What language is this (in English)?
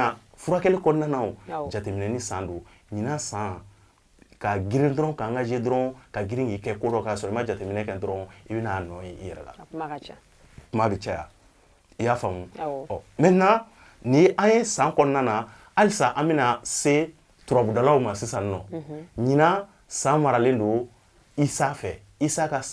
Bambara